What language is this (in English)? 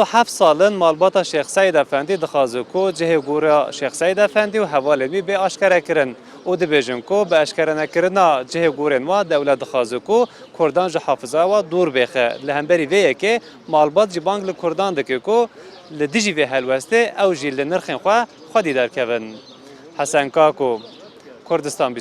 Kurdish